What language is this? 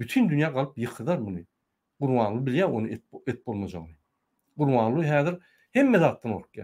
Turkmen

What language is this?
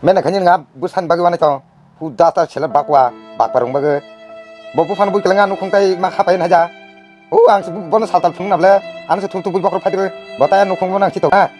Kok Borok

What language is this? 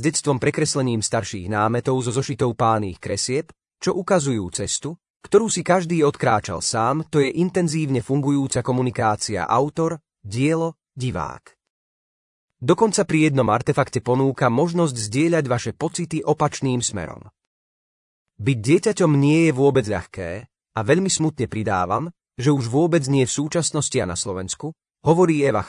Slovak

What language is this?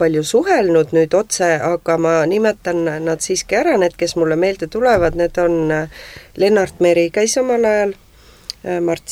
Estonian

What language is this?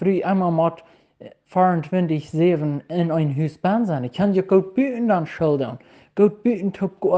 Plautdietsch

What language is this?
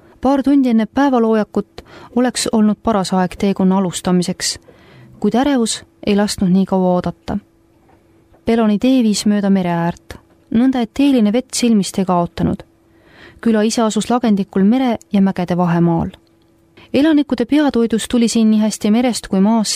Estonian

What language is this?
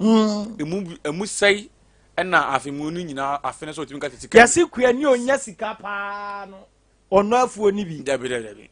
Akan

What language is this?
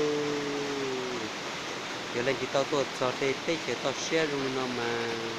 Hmong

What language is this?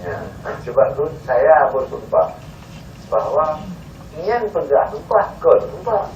Achinese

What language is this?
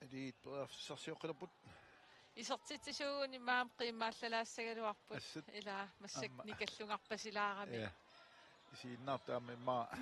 Kalaallisut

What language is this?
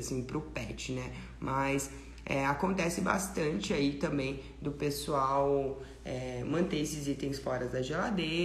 Portuguese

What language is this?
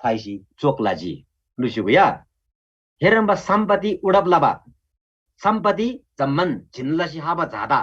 Eastern Tamang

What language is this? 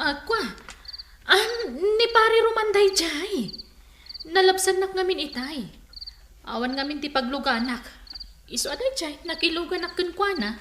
Iloko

